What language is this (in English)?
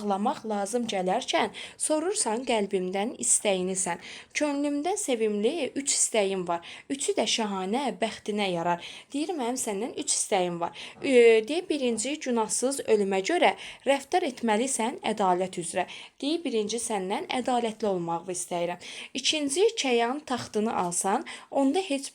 Azerbaijani